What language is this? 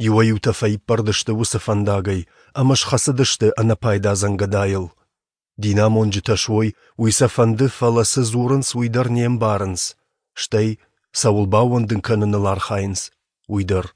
Ossetic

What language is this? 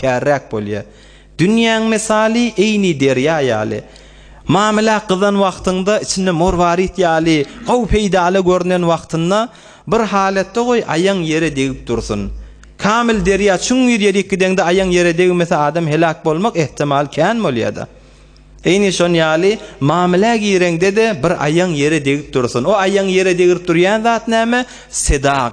Turkmen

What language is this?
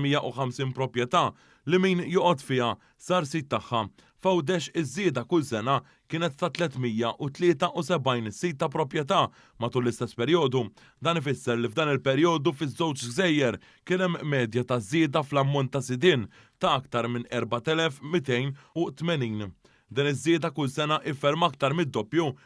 Maltese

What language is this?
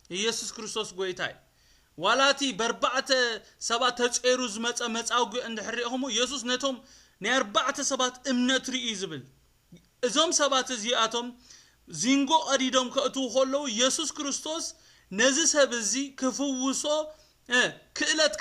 Tigrinya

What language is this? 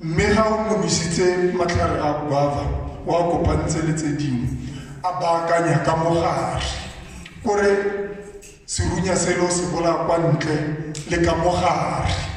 Tswana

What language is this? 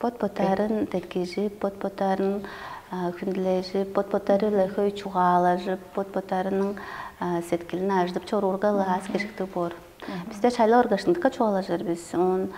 Tuvinian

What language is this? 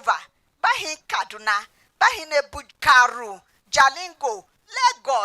Tiv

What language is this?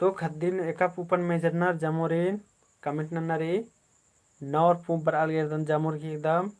Kurukh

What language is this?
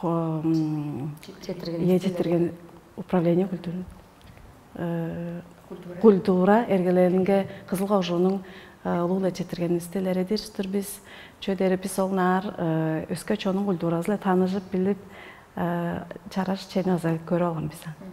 Tuvinian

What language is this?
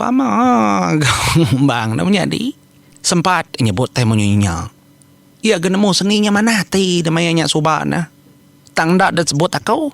Iban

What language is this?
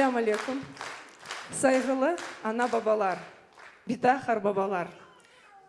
Crimean Tatar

